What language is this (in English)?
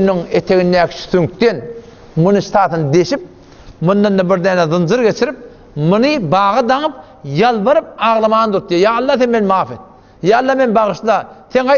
Turkmen